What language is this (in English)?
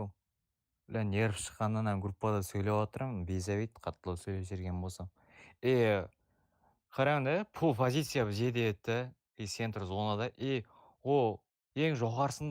Kara-Kalpak